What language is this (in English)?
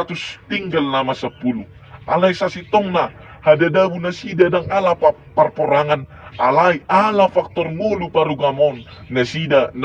Batak Toba